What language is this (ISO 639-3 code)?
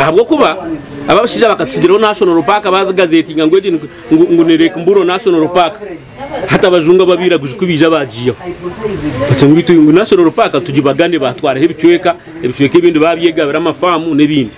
nyn